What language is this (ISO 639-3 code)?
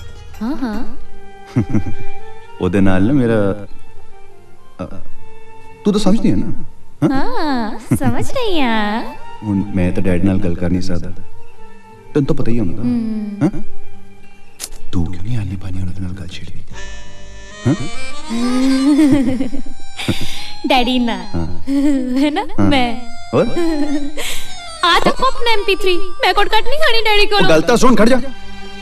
pan